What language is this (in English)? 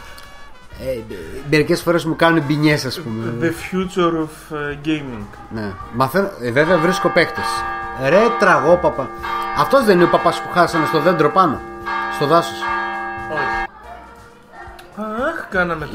Greek